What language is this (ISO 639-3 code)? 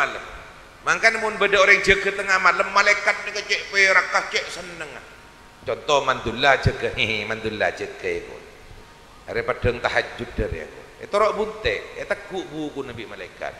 mad